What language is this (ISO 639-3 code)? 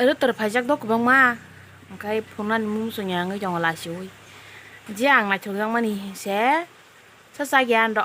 trp